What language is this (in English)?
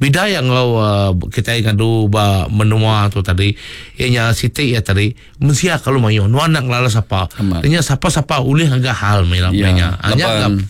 Iban